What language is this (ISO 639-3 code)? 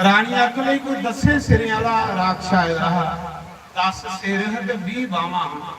doi